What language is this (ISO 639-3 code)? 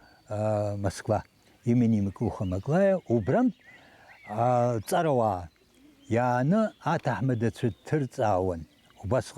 abk